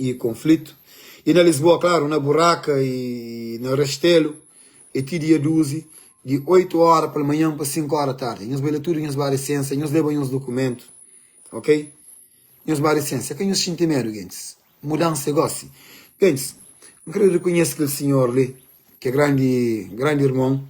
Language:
Kabuverdianu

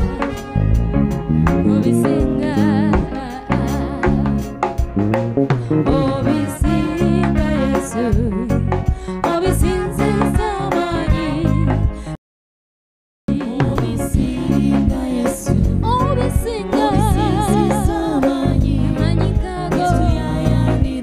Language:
Ganda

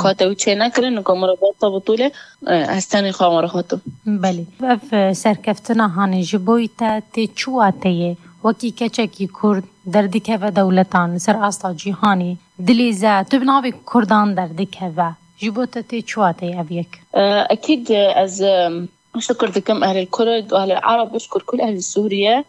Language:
Kurdish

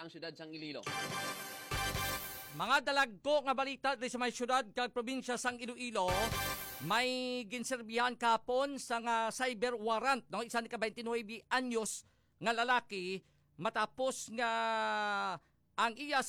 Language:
Hiligaynon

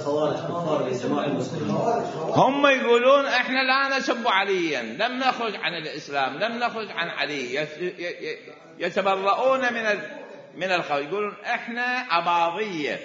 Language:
Mesopotamian Arabic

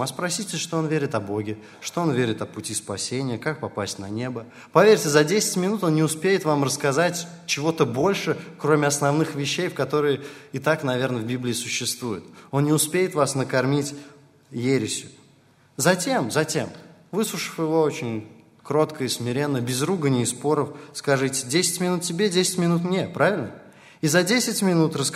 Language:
Russian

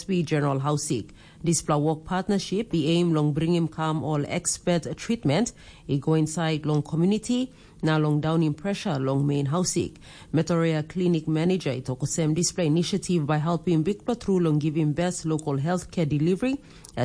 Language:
Tok Pisin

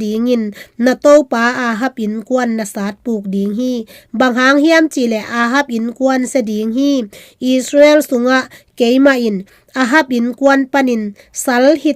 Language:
Tedim Chin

